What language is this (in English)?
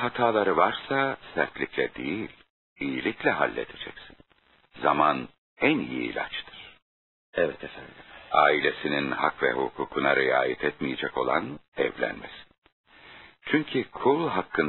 Turkish